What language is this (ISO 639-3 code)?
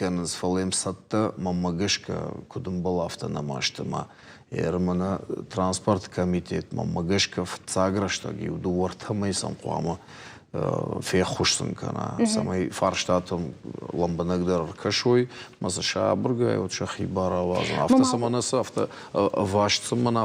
oss